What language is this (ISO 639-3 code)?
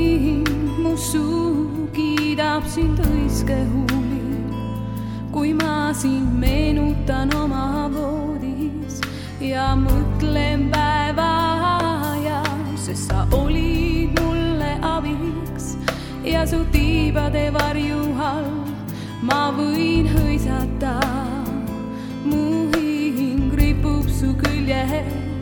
est